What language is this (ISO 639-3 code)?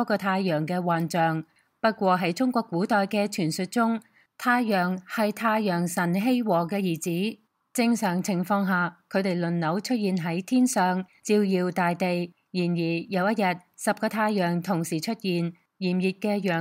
yue